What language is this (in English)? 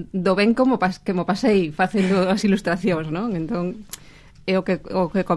Galician